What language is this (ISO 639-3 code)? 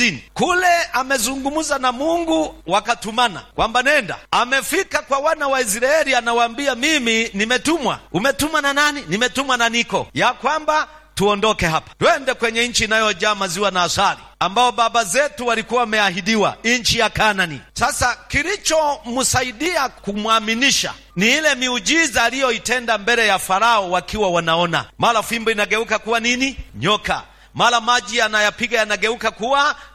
swa